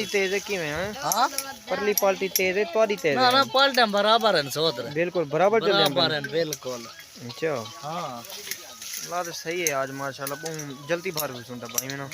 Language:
Saraiki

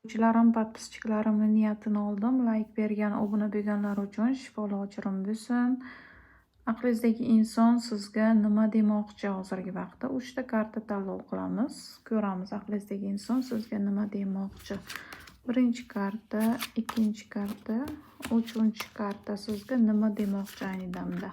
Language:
Uzbek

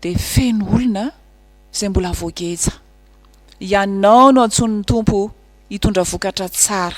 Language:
Malagasy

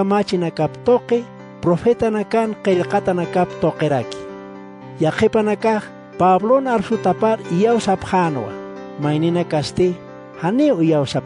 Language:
Aymara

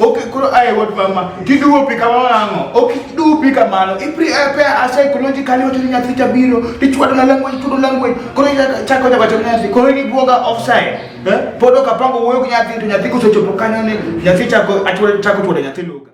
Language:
Luo (Kenya and Tanzania)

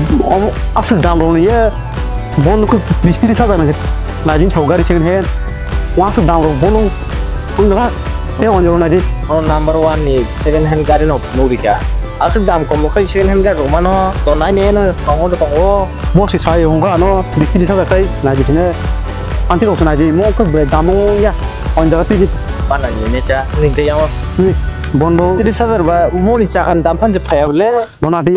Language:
Kok Borok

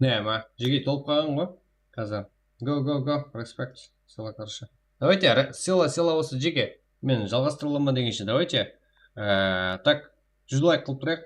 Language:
Kara-Kalpak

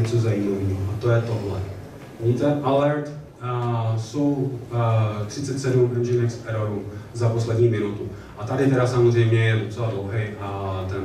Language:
Czech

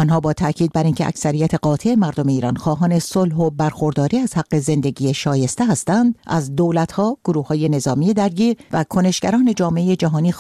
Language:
Persian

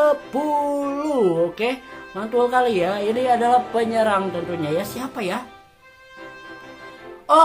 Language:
Indonesian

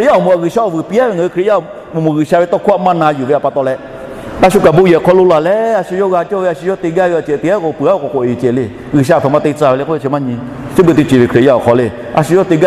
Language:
Lahu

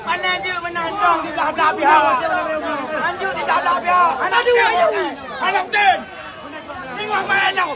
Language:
Achinese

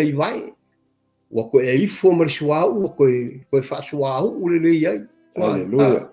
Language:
Samoan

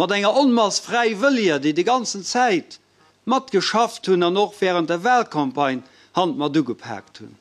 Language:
Luxembourgish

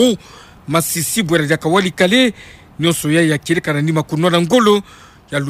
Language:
Kituba (Democratic Republic of Congo)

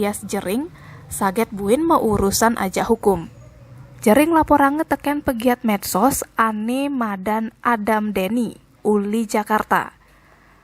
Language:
Balinese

